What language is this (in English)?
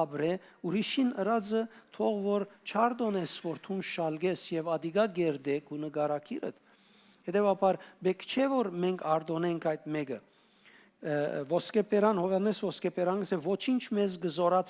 Western Armenian